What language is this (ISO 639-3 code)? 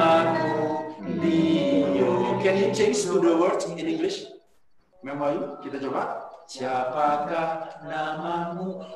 ind